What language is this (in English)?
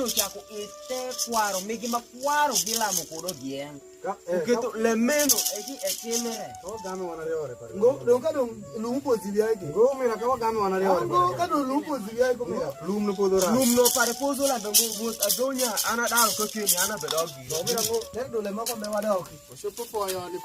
Alur